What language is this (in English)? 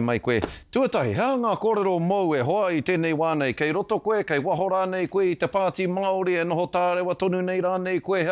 Māori